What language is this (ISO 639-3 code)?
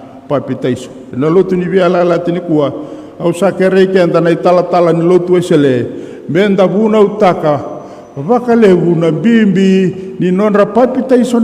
fij